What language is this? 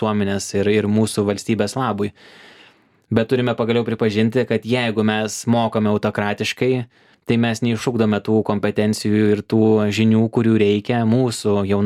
Lithuanian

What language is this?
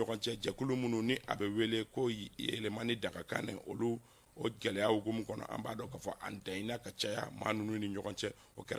Bambara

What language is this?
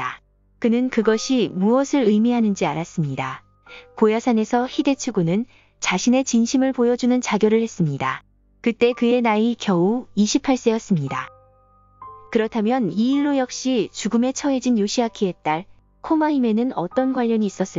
Korean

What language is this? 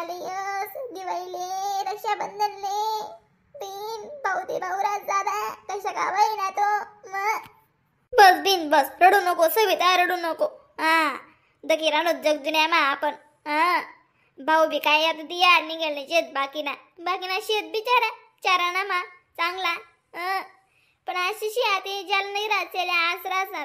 Khandesi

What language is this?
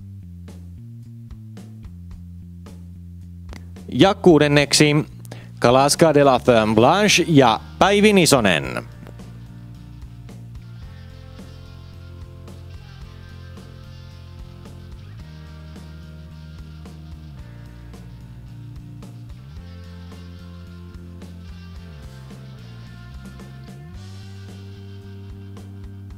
Finnish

